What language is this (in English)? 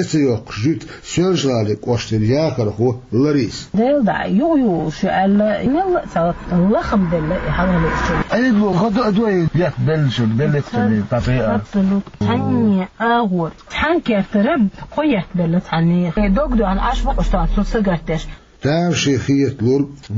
Chechen